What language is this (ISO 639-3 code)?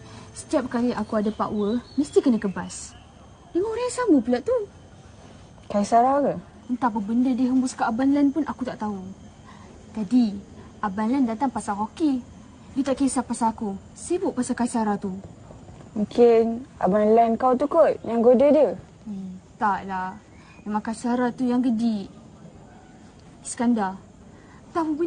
msa